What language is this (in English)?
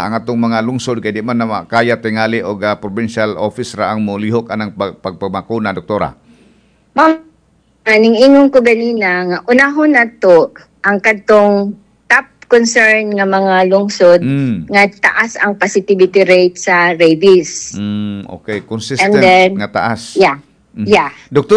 Cebuano